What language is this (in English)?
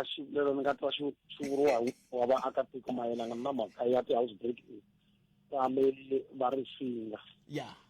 Tsonga